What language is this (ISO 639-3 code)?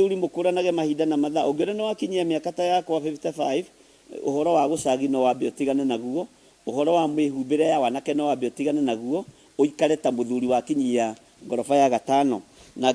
kik